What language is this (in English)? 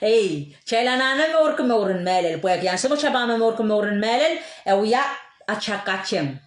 Pohnpeian